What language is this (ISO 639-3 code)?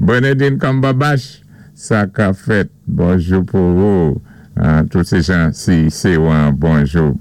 acf